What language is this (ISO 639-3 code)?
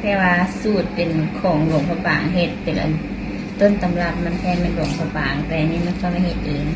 lao